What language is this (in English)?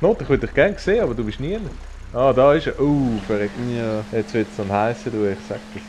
Swiss German